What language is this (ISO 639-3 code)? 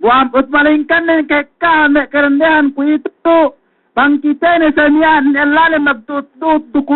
yka